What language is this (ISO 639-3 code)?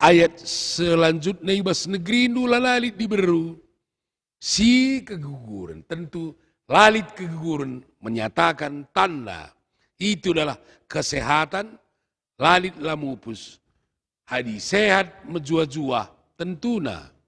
btx